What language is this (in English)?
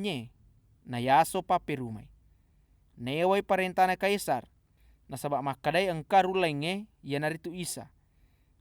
Buginese